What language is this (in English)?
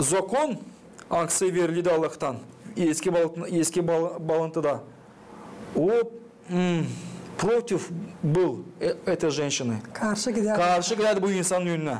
Gagauz